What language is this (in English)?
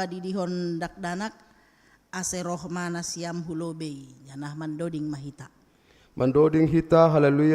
Batak Simalungun